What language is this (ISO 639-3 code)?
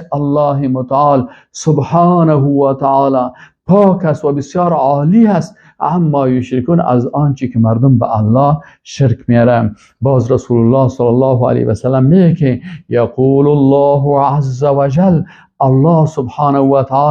fas